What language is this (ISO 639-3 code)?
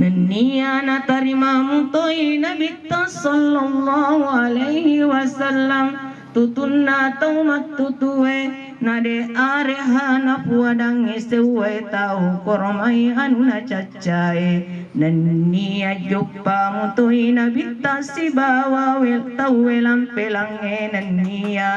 bug